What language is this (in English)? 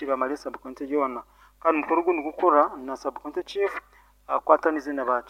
Nyankole